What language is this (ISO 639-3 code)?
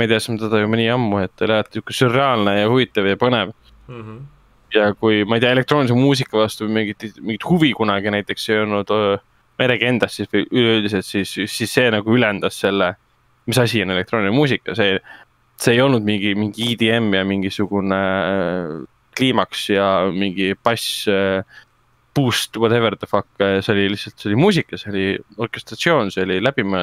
est